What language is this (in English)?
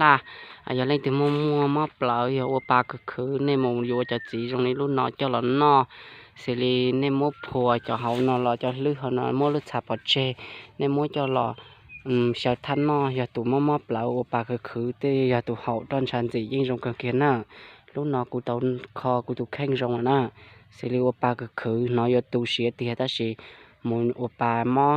Hmong